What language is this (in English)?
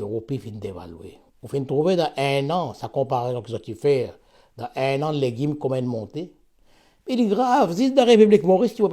Morisyen